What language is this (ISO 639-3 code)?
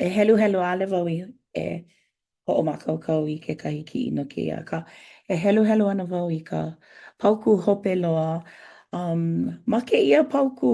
haw